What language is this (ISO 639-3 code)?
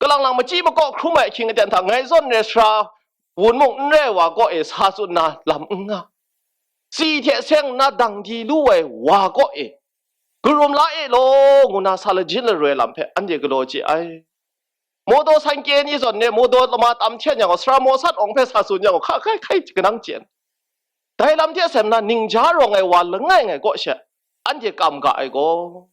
kac